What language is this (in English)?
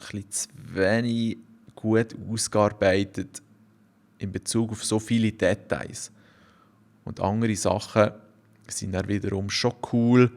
Swiss German